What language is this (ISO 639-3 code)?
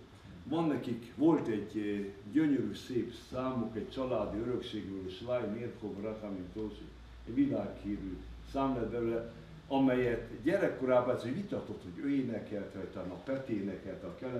hun